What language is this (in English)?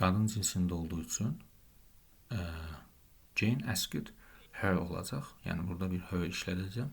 Azerbaijani